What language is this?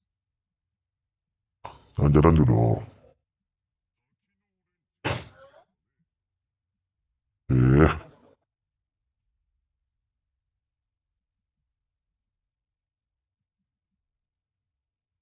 Malay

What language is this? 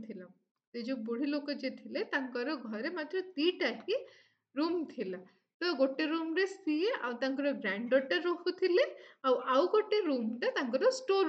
Odia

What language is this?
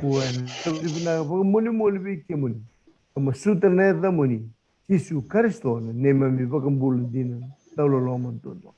Fijian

